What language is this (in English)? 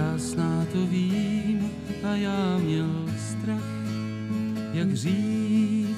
Czech